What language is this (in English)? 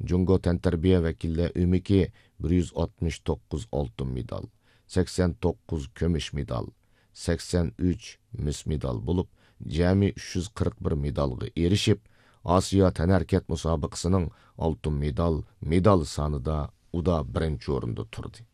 Uyghur